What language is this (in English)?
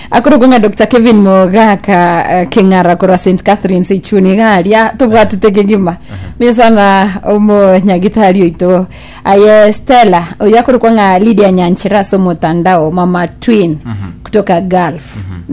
Gusii